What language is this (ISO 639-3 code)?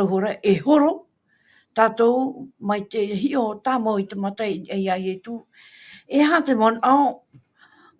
tah